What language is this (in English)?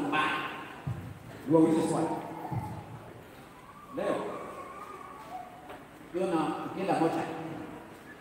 Swahili